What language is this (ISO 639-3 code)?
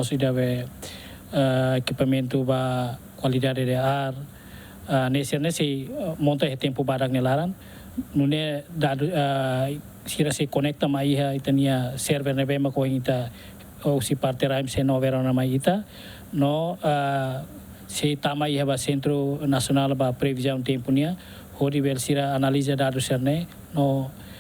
tet